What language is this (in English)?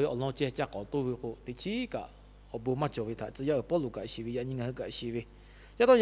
Lahu